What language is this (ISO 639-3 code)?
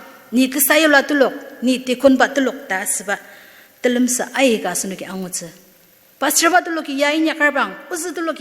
njo